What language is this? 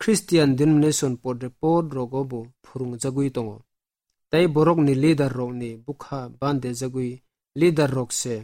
Kok Borok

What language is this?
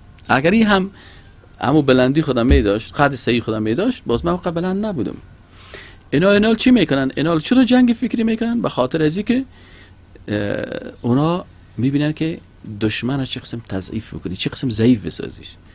Persian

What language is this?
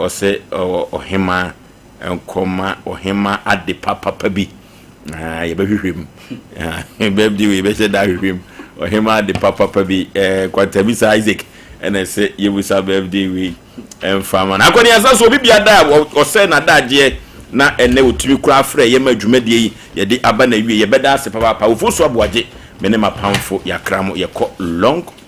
Akan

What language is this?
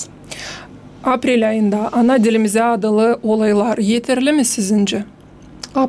Gagauz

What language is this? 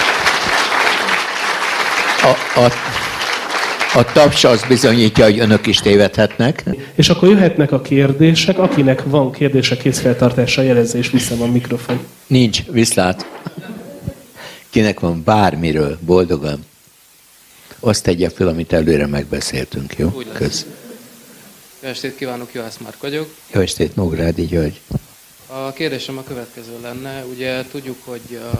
Hungarian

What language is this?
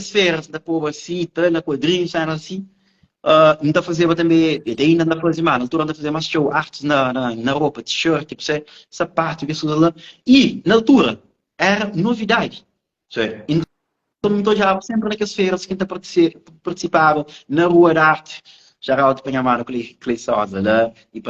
Kabuverdianu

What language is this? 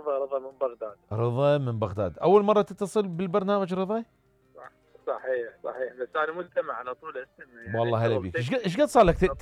Mesopotamian Arabic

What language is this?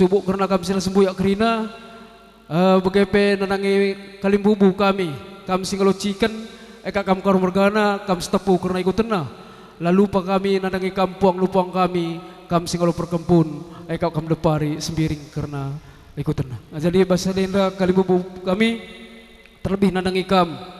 Batak Karo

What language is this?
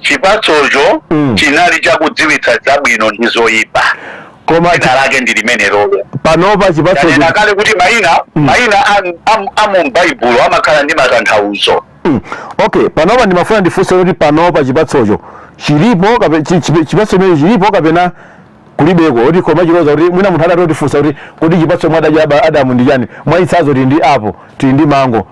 Nyanja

